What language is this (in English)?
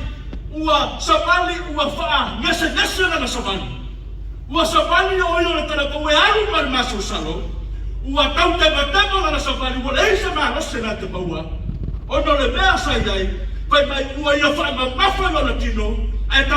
Samoan